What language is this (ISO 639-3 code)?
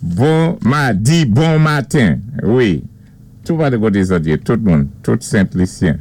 acf